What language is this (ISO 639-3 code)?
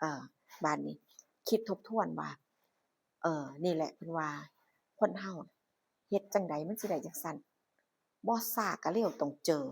tts